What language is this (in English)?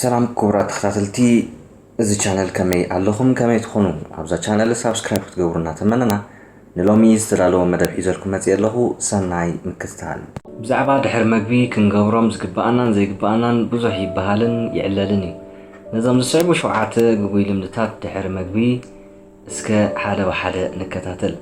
Tigrinya